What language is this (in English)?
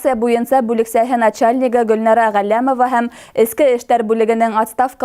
Bashkir